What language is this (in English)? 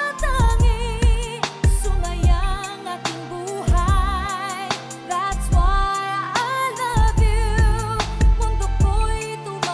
Filipino